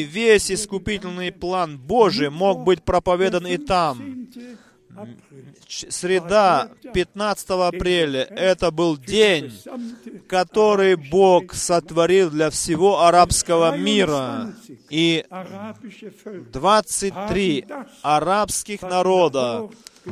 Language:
Russian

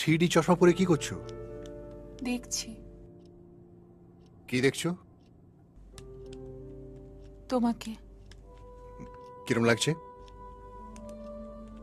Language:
Bangla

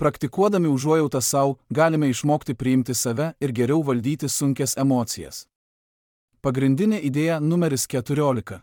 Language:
Lithuanian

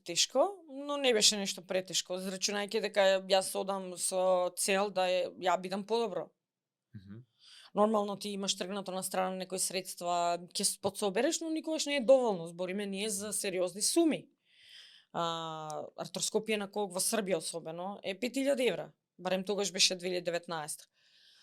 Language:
Macedonian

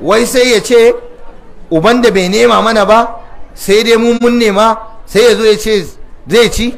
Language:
Hausa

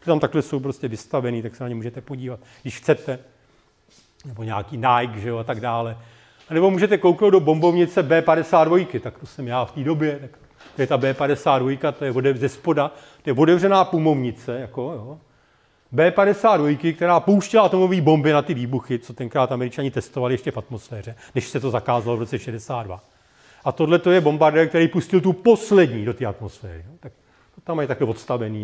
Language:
Czech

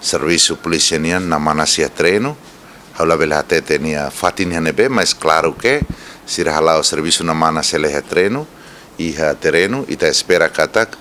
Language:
Tetum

